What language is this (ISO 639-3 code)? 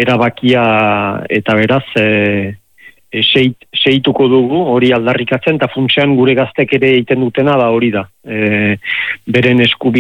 eus